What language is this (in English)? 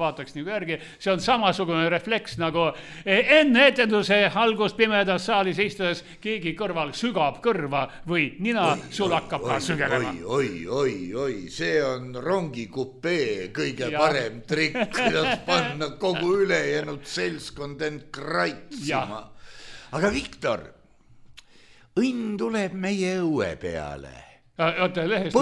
Estonian